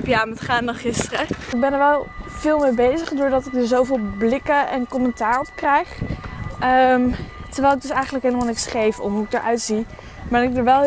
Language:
Dutch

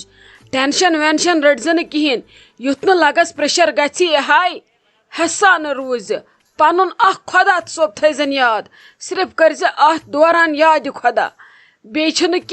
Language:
Kashmiri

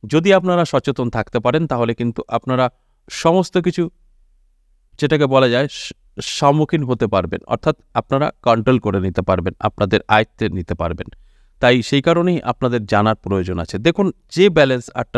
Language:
Bangla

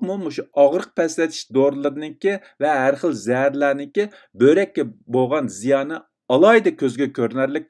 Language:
Uyghur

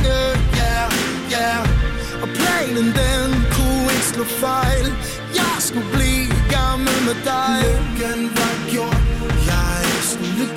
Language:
Danish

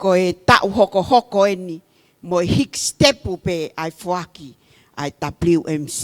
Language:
Tongan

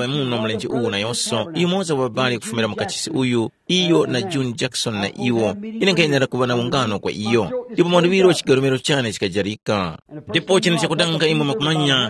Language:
Tumbuka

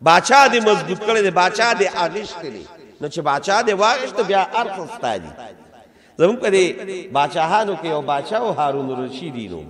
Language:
Pashto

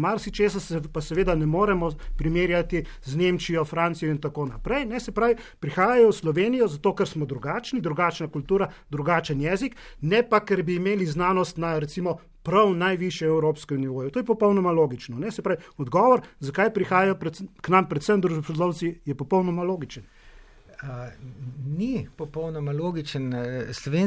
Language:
Slovenian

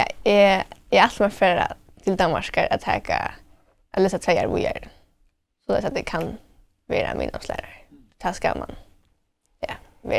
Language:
Faroese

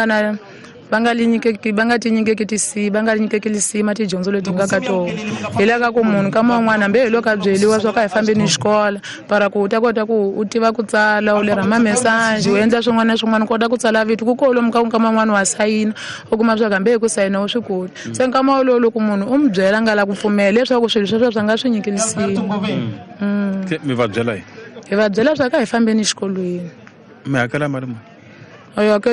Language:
Tsonga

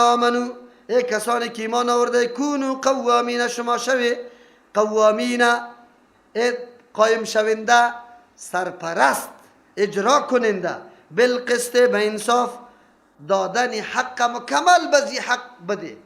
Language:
Persian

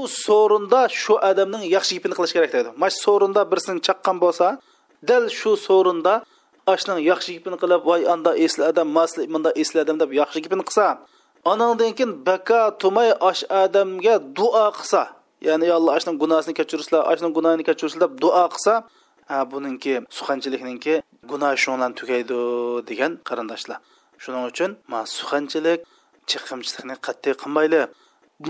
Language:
Uyghur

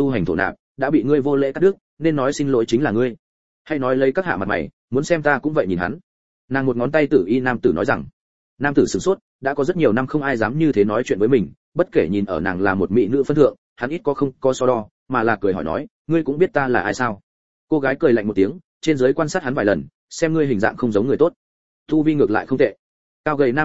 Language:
Vietnamese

